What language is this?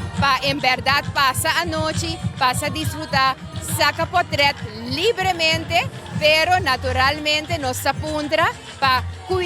Papiamento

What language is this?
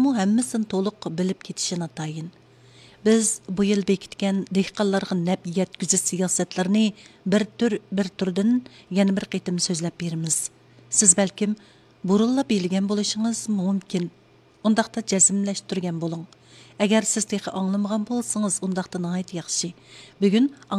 Uyghur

